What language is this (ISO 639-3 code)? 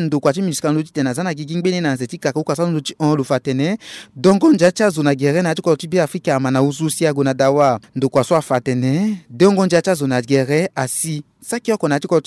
sag